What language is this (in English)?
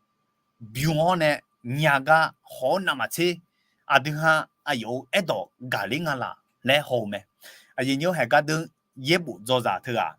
Akha